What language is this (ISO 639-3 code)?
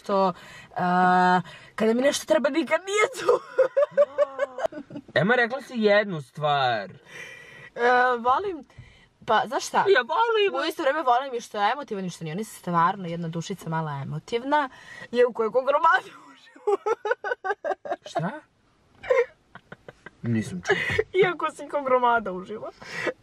srp